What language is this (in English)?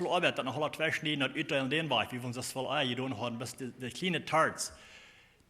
Plautdietsch